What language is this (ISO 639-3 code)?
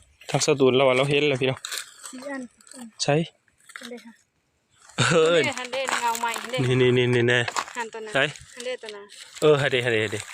tts